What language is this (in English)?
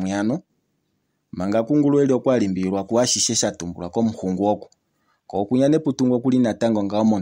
Kuanyama